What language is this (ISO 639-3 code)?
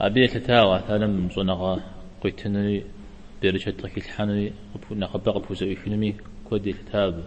kbd